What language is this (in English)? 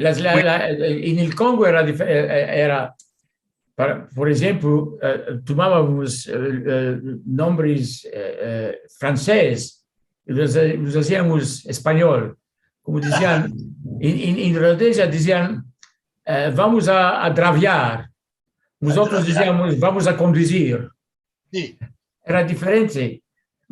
Ladino